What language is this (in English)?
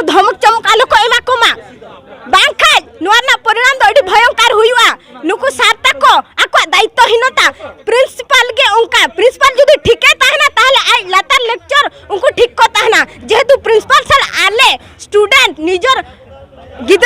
Santali